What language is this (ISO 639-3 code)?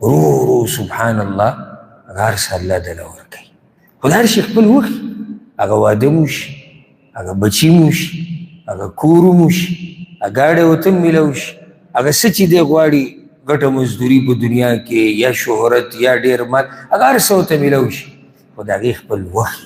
pus